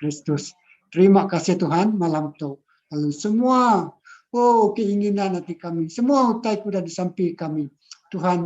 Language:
Iban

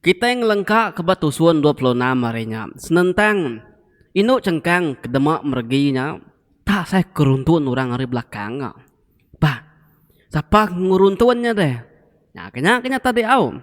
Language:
Iban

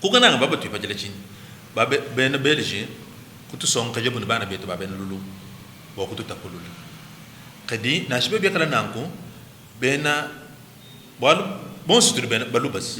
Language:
Luba-Lulua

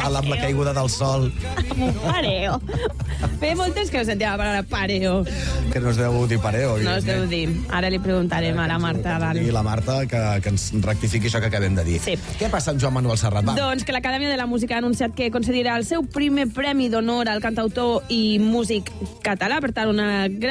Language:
Catalan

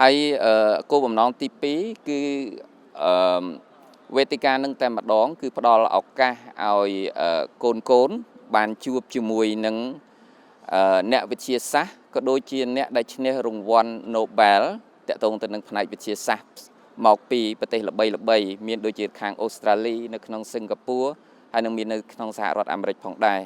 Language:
Khmer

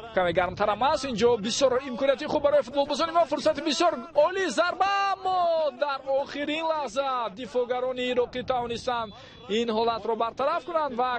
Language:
Tajik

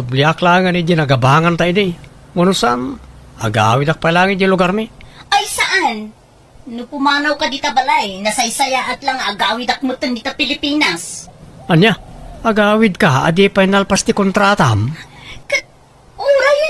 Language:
Iloko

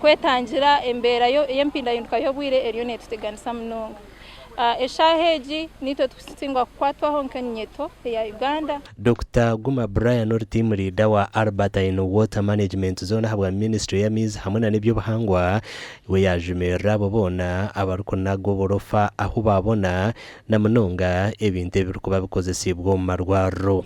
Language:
Nyankole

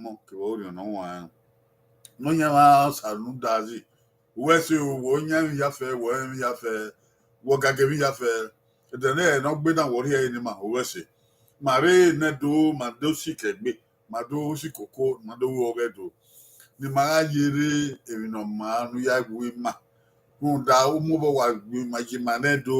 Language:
Bini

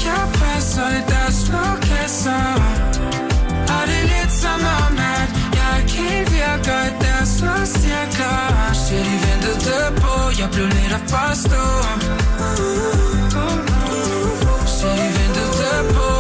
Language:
Danish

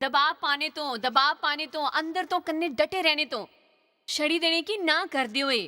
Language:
Dogri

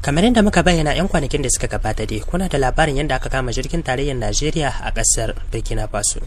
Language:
Hausa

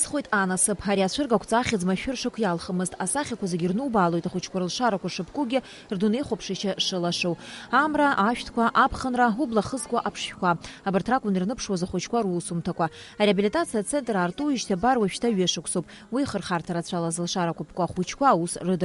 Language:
Abkhazian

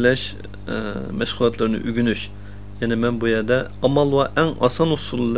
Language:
Uyghur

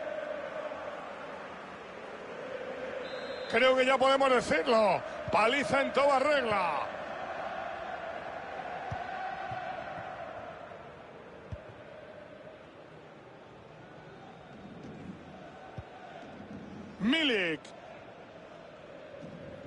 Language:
Spanish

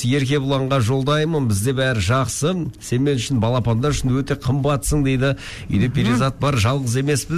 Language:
Kazakh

